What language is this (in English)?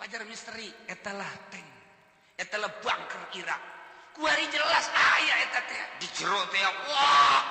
Sundanese